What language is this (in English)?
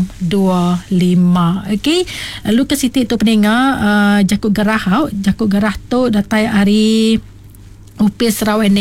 Iban